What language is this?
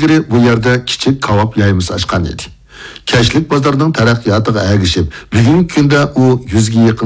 Uyghur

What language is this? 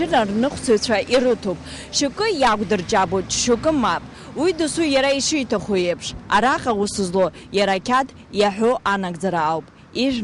Abkhazian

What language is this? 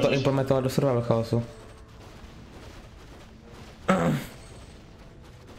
Czech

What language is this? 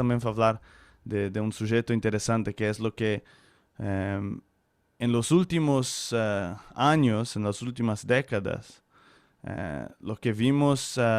Ladino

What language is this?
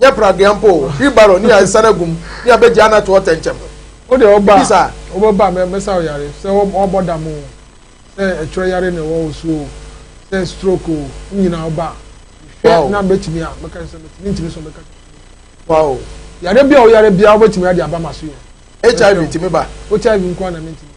Akan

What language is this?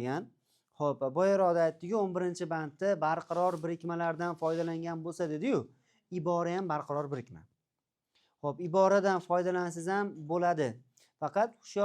Uzbek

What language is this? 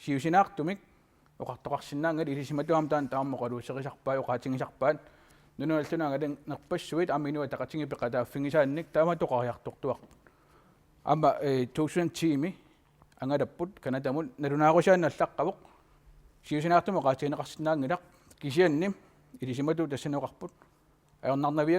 Kalaallisut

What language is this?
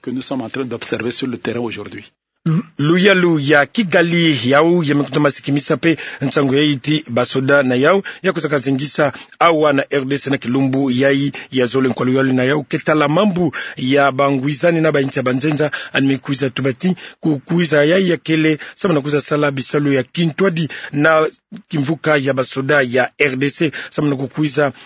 Kituba (Democratic Republic of Congo)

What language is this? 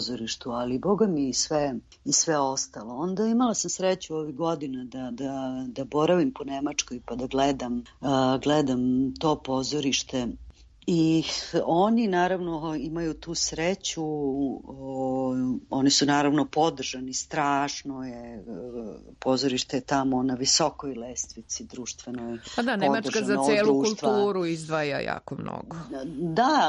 Serbian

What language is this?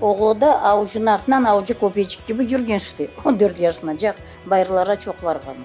Crimean Tatar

